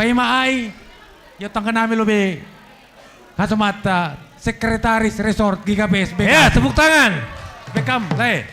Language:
Batak Simalungun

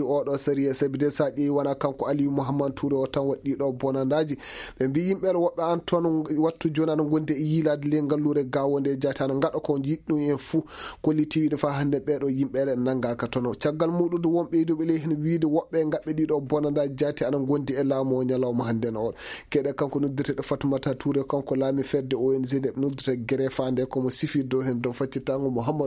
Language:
Fula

